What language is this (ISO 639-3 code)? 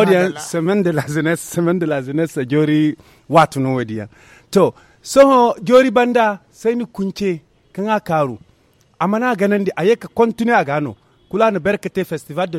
dje